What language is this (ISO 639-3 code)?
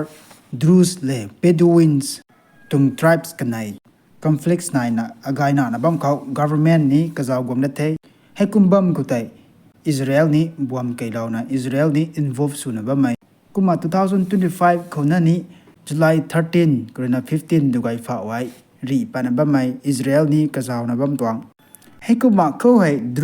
nbu